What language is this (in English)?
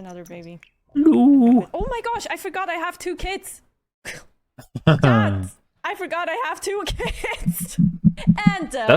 Swiss German